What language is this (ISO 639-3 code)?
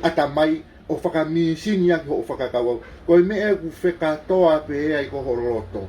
ton